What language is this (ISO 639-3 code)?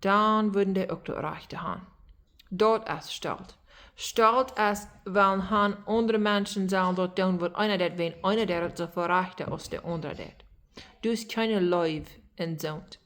pdt